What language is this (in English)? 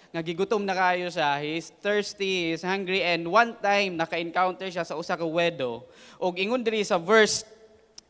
Cebuano